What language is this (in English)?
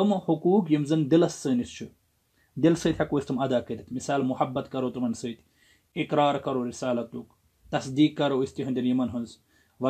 Kashmiri